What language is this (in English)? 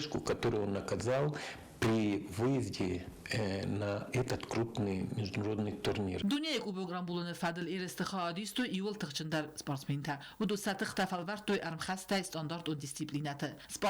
Ossetic